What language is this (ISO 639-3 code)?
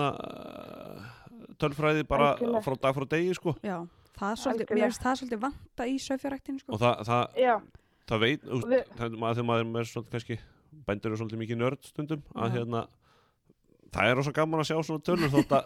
isl